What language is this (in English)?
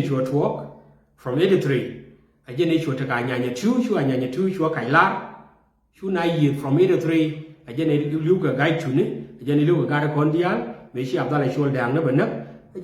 Nuer